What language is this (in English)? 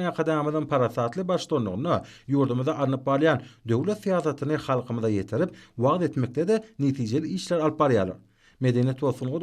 Turkmen